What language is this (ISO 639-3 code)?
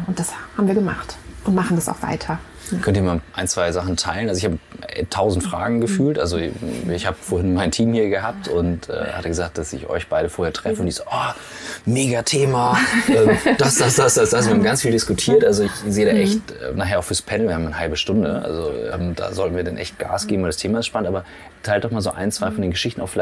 deu